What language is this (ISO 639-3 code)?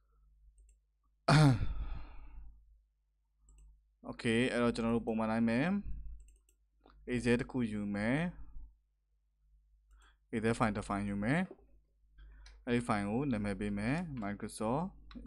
mya